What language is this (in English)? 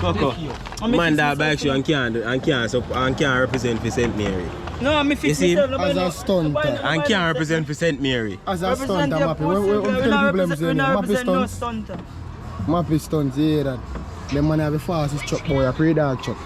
Jamaican Creole English